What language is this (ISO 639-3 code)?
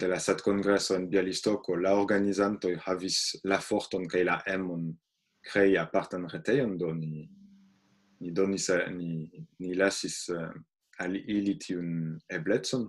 epo